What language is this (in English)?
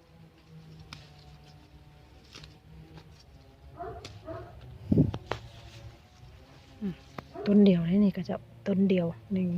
Lao